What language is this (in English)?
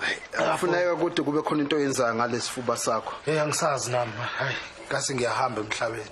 Zulu